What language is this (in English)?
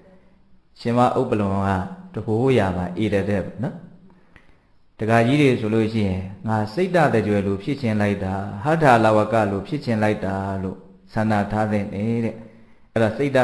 Burmese